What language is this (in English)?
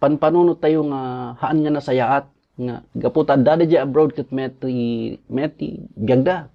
Iloko